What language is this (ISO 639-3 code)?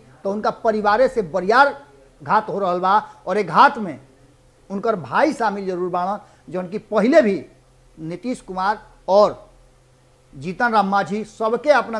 bho